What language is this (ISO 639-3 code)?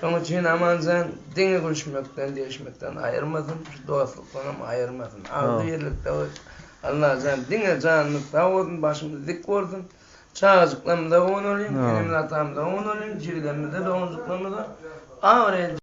tuk